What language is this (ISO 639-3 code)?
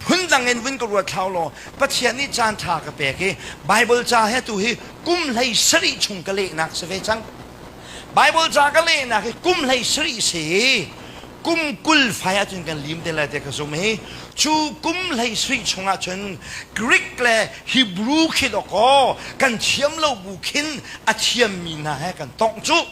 cnh